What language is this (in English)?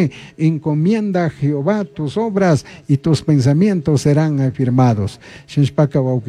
Chimborazo Highland Quichua